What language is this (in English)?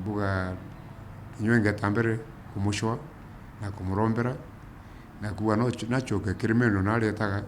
Meru